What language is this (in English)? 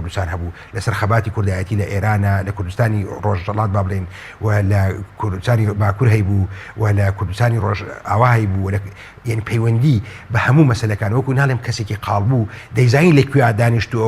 Central Kurdish